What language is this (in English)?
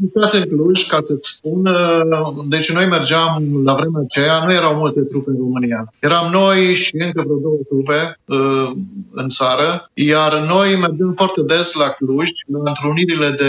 Romanian